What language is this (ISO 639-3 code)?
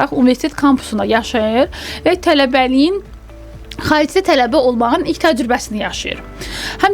aze